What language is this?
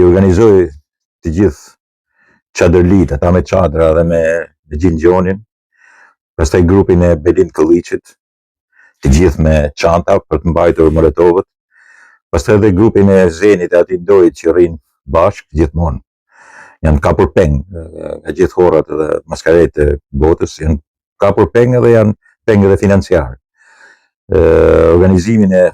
Albanian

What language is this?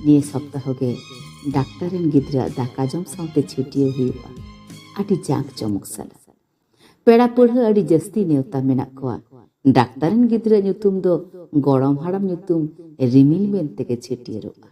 Santali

